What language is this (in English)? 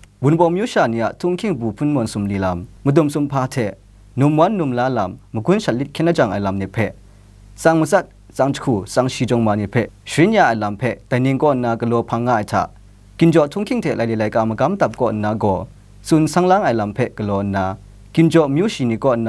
Kachin